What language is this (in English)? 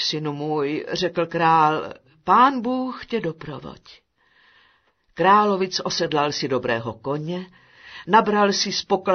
Czech